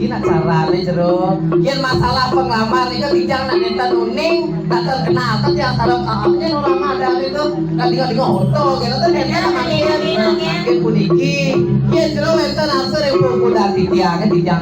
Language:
Balinese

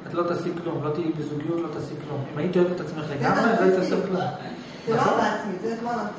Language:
Hebrew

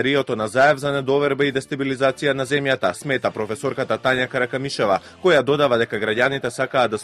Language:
Macedonian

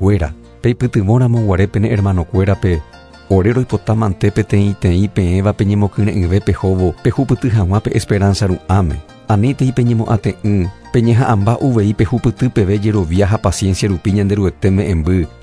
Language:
Guarani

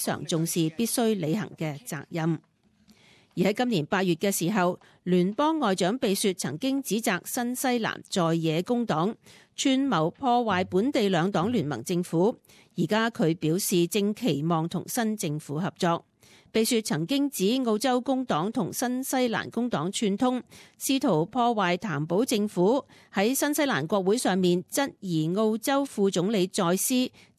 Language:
Cantonese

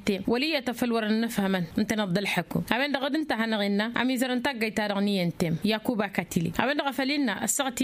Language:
Tamasheq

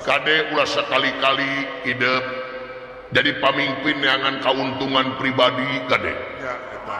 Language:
Sundanese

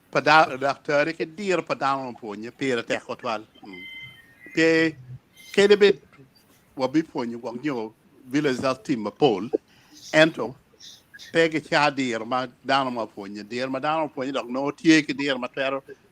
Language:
Acoli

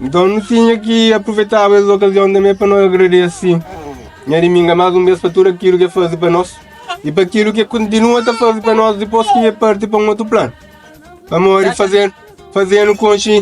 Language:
Kabuverdianu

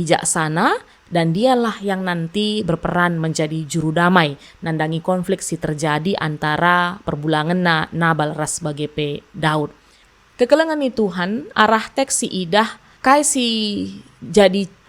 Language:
Batak Karo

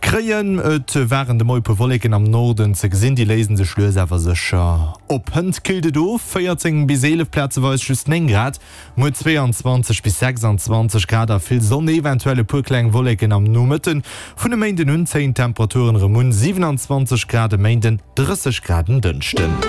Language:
Luxembourgish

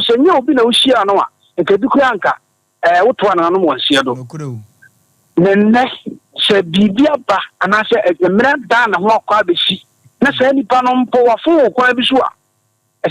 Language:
Akan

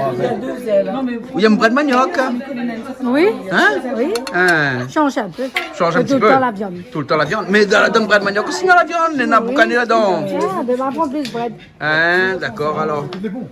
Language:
Réunion Creole French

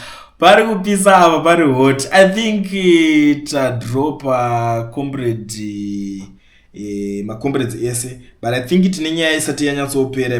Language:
Shona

